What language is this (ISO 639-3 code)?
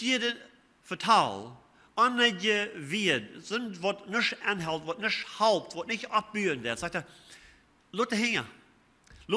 pdt